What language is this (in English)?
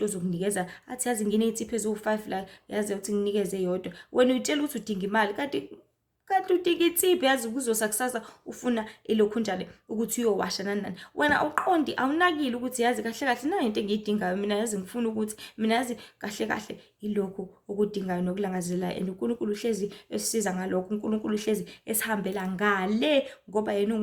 Zulu